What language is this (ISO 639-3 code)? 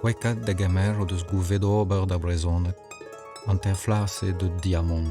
bre